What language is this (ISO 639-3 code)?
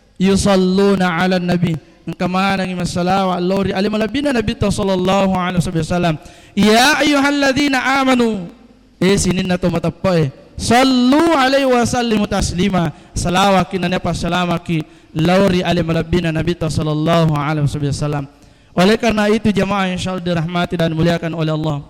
bug